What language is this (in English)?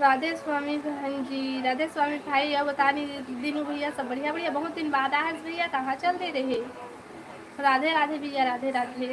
Chhattisgarhi